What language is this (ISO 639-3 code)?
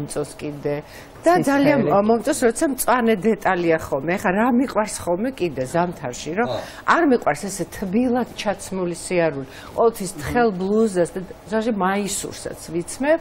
kat